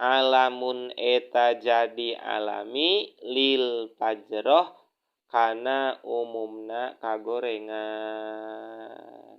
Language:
Sundanese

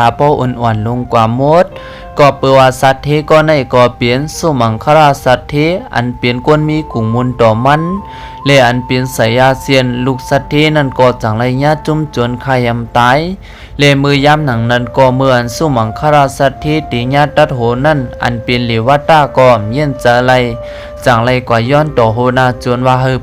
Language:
Shan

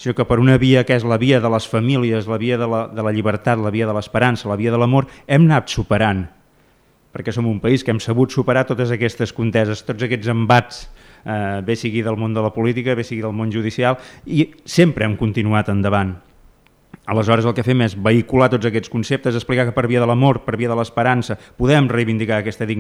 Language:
Catalan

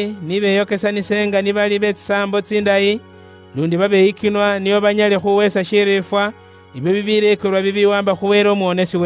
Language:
Luyia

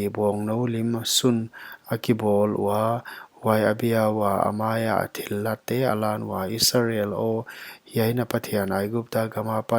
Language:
Paite Chin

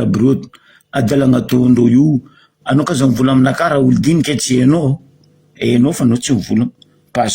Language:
Malagasy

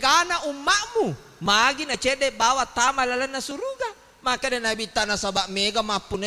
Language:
Buginese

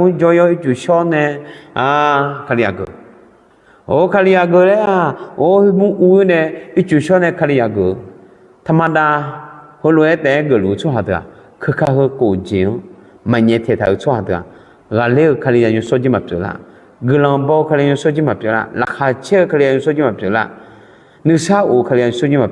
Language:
Akha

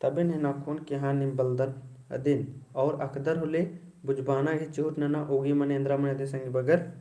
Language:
Kurukh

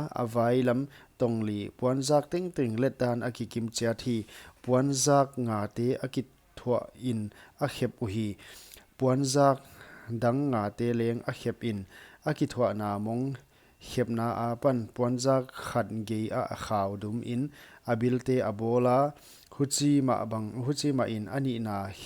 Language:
Paite Chin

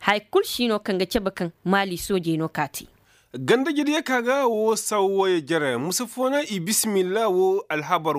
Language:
Koyraboro Senni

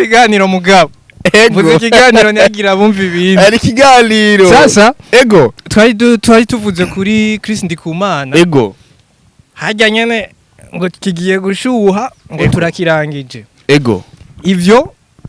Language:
Rundi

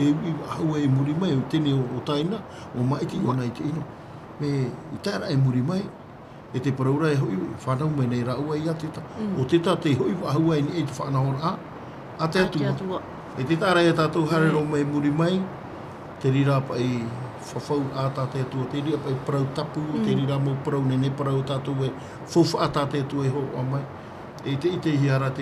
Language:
Tahitian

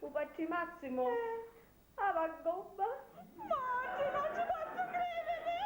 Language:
Sicilian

